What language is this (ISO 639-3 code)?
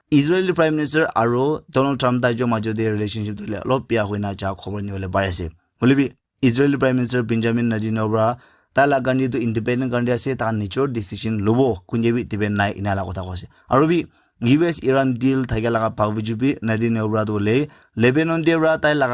nag